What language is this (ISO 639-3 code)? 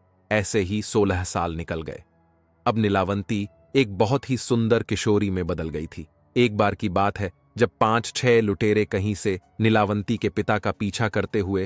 hin